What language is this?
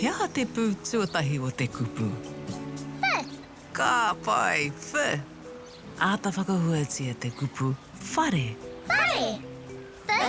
Māori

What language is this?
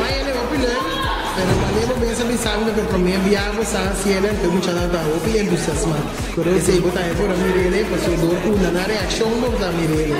Papiamento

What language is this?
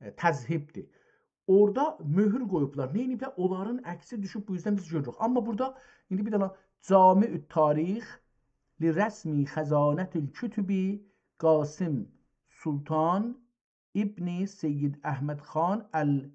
South Azerbaijani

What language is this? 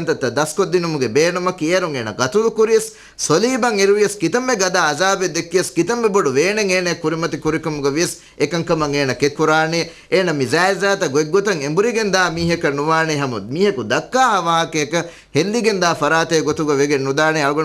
Divehi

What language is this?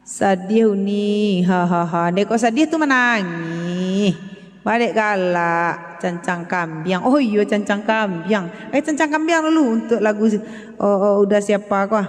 Minangkabau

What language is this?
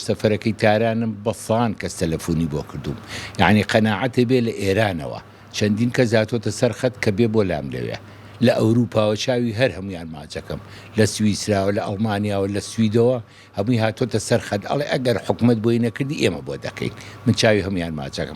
Central Kurdish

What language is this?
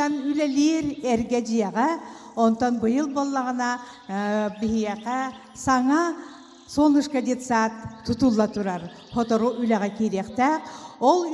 Yakut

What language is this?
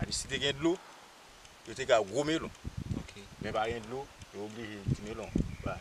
Haitian Creole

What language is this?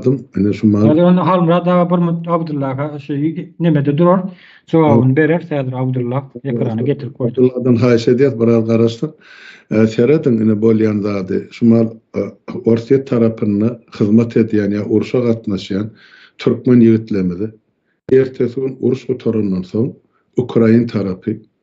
Turkmen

